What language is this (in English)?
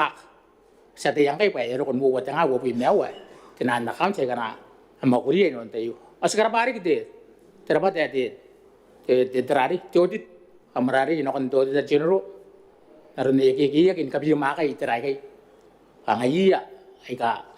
Gilbertese